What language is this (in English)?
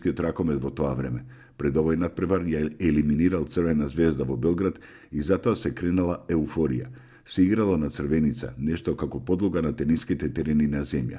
Macedonian